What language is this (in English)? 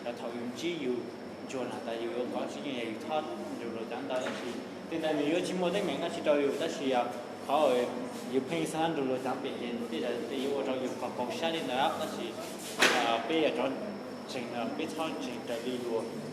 Hmong